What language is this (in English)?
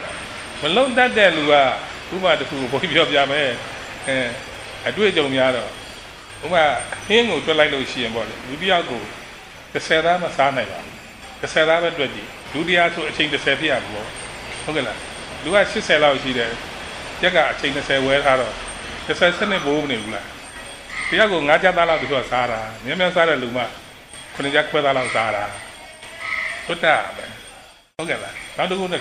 Burmese